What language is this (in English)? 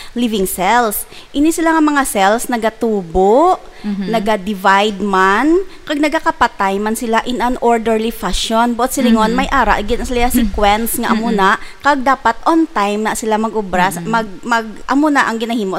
Hiligaynon